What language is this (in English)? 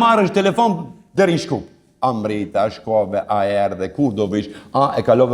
Albanian